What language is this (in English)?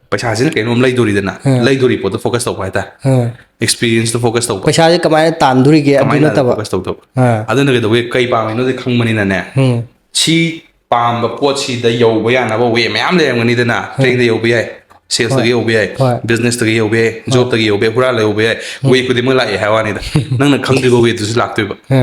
Manipuri